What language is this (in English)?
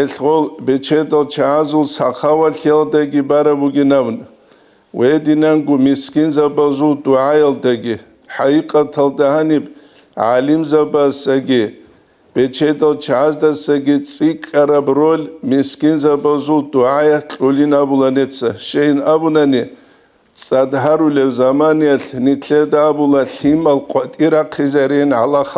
Avaric